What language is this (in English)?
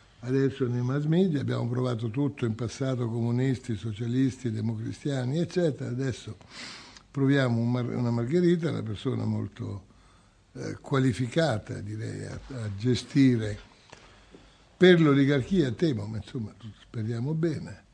Italian